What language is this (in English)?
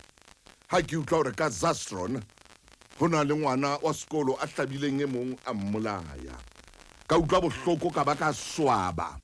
Southern Sotho